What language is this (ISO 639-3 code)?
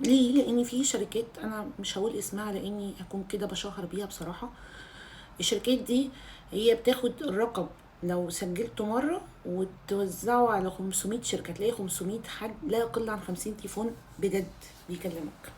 arz